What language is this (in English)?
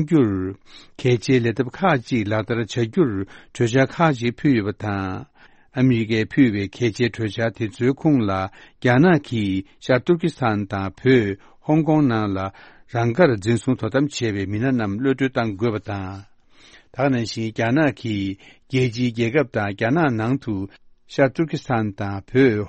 Tibetan